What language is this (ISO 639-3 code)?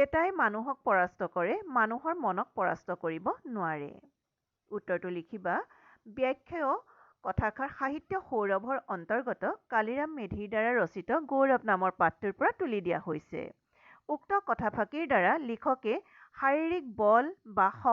asm